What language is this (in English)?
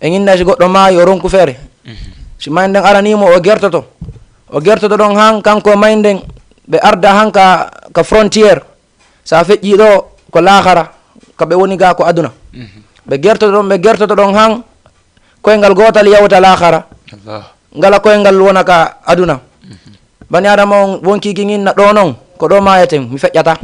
Fula